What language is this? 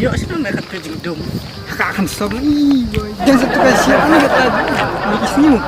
Khasi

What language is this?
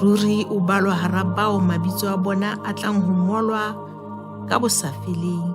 Southern Sotho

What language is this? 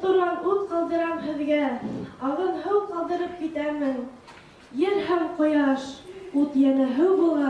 Bashkir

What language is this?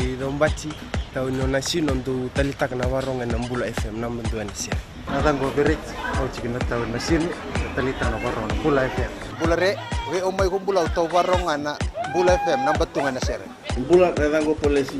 Fijian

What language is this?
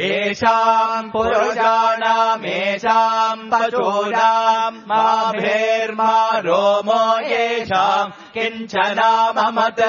Sanskrit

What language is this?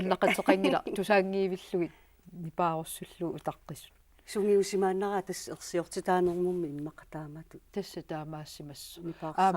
Kalaallisut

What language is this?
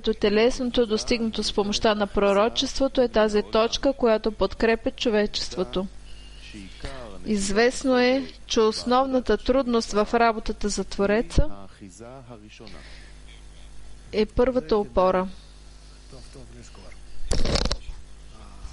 Bulgarian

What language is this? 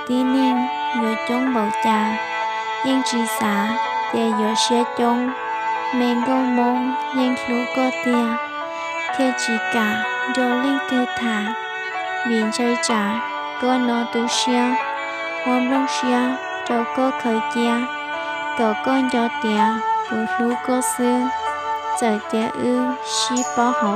Hmong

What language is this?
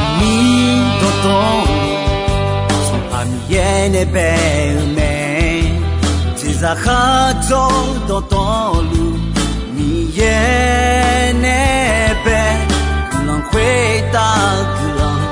Akha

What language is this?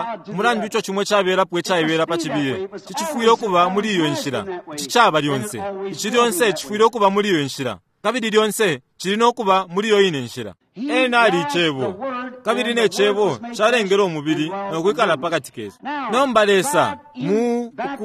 Bemba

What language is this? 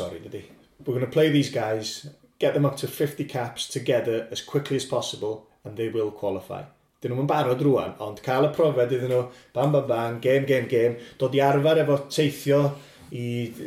Welsh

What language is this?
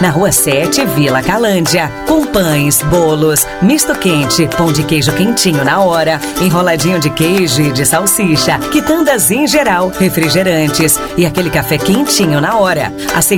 Portuguese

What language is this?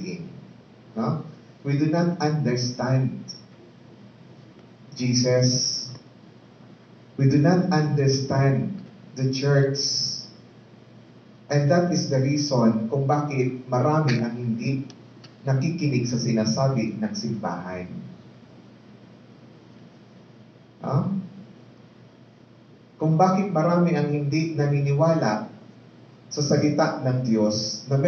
Filipino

